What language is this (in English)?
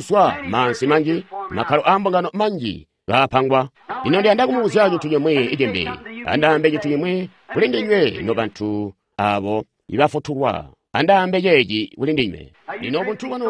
Tonga (Zambia)